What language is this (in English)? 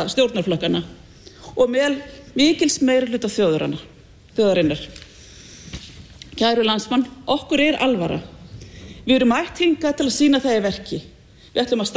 Icelandic